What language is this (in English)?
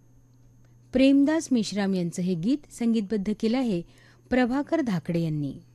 Marathi